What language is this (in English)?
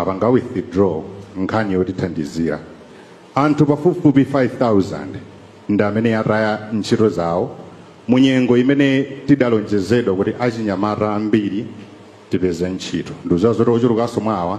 Nyanja